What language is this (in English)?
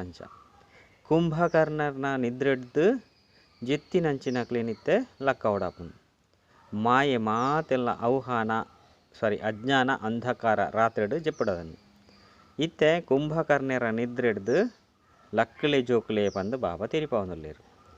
Tulu